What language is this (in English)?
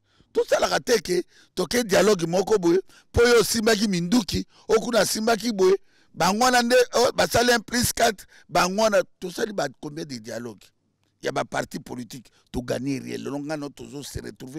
Lingala